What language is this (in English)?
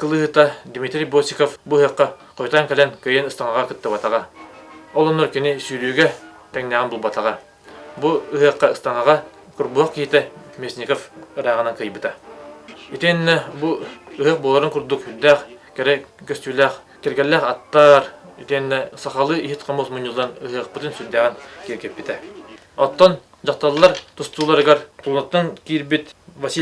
Yakut